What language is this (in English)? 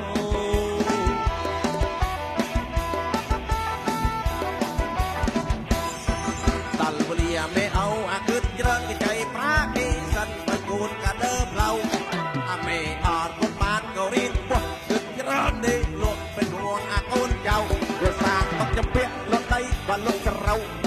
Thai